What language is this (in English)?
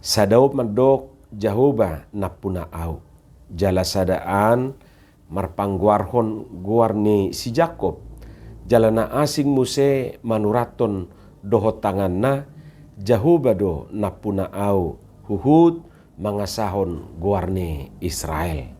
Batak Toba